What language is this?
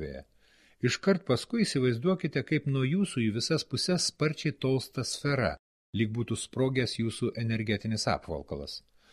Lithuanian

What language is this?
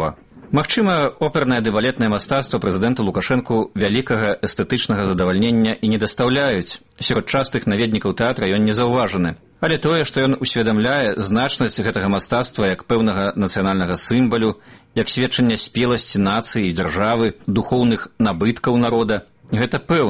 Belarusian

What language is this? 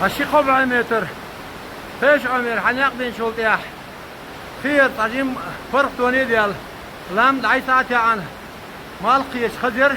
Chechen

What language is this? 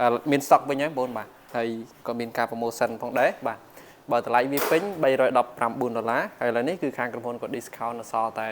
Khmer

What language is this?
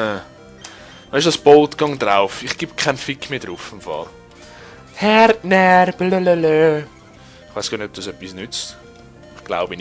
Swiss German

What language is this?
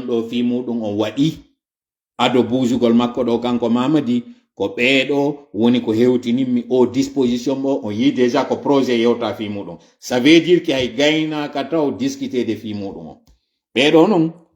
Fula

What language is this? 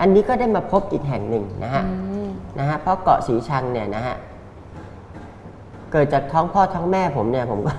Thai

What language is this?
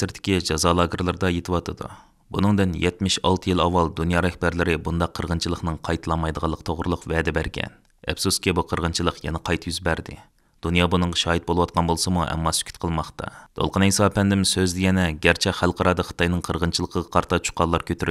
Uyghur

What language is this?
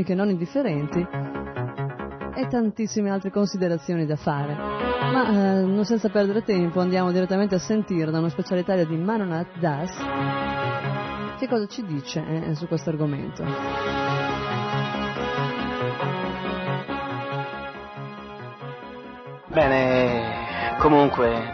Italian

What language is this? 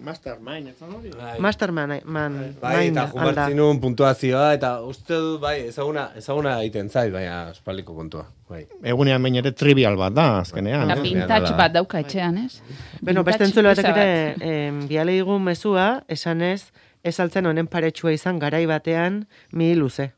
Basque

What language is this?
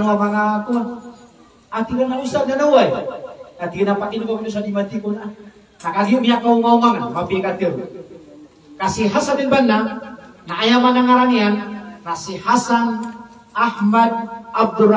Maranao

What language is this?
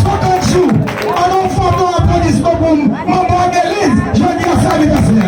Haitian Creole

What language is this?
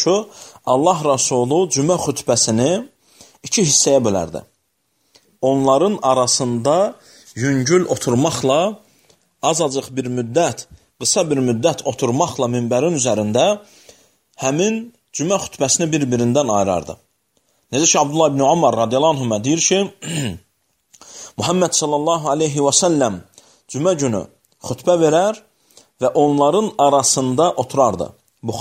Azerbaijani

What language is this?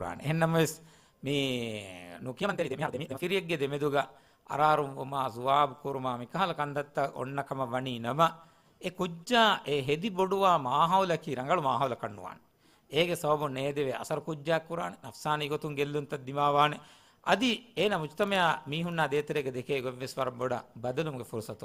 Divehi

